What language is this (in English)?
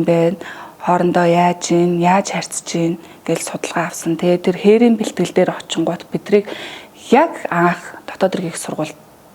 Mongolian